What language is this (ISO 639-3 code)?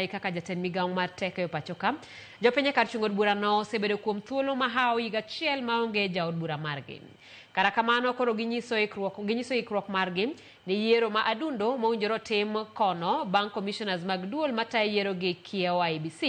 luo